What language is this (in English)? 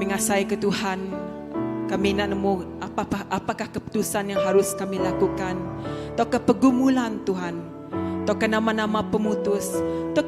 Iban